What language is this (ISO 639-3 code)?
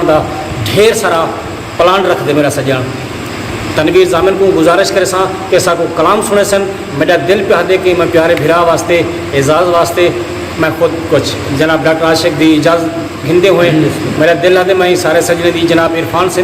skr